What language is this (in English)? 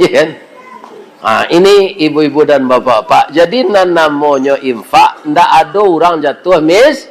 Minangkabau